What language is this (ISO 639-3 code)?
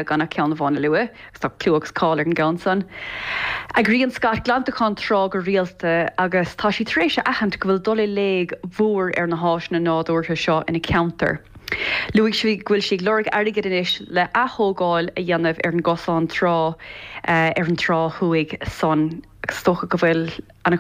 gle